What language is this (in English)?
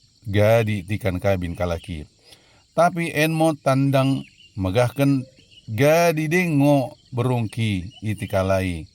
Batak Dairi